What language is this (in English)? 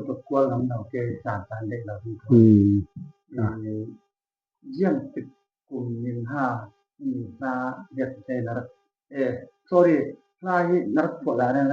Falam Chin